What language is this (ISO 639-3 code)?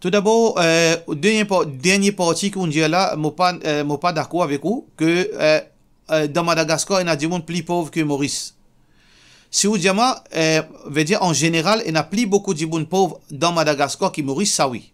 mfe